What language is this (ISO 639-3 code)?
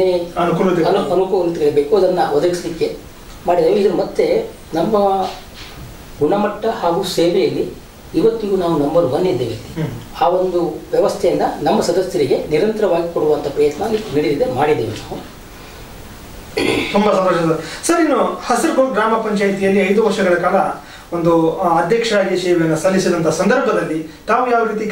kan